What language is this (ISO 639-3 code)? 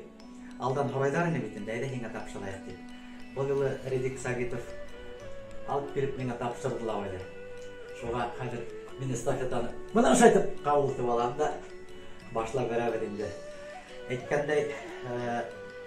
bak